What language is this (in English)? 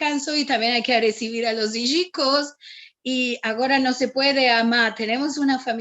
Ladino